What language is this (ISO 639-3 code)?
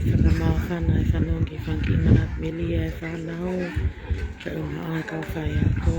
ton